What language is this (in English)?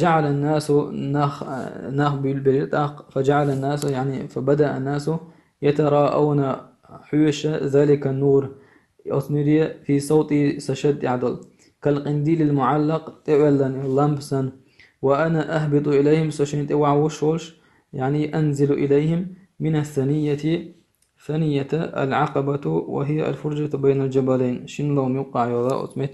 Chechen